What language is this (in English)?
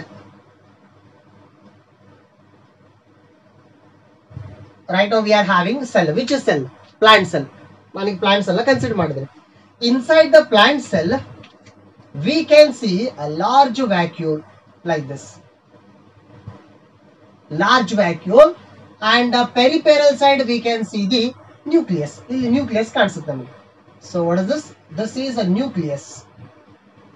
Kannada